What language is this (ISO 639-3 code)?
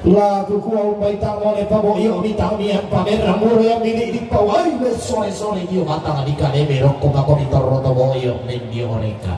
sda